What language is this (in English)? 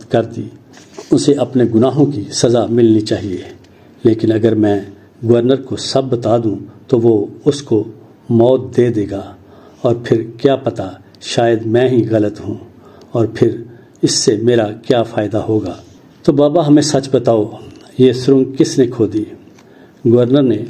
Urdu